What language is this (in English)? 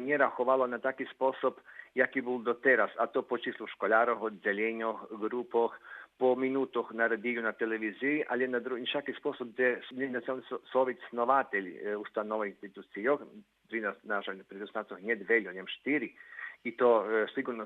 Rusyn